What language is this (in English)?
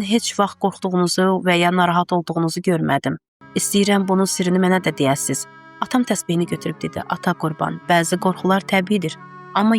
Azerbaijani